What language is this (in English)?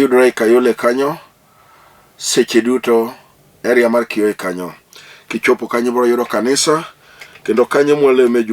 Luo (Kenya and Tanzania)